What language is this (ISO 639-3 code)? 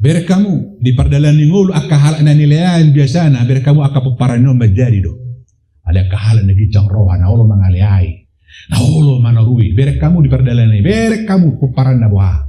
bbc